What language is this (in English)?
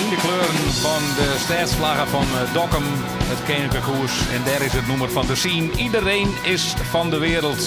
Western Frisian